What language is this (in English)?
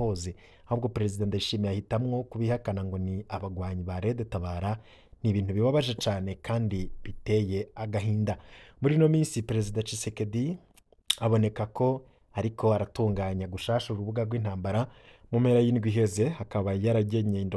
Rundi